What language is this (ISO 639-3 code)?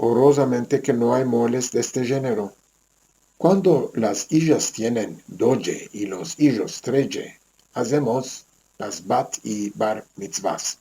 lad